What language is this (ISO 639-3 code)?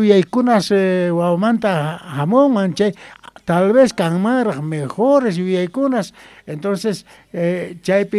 quh